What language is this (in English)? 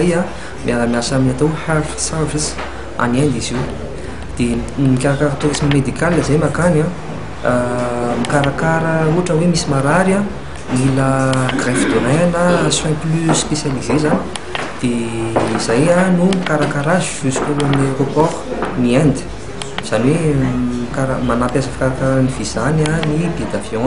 Malagasy